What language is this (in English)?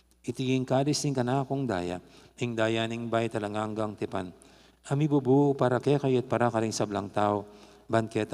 Pampanga